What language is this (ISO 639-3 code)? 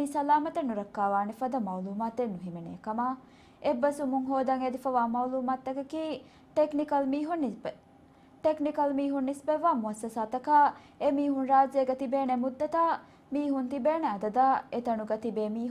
div